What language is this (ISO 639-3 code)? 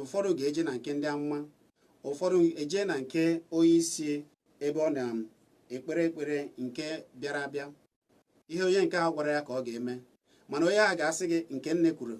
ibo